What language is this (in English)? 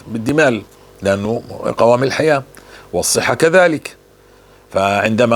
North Levantine Arabic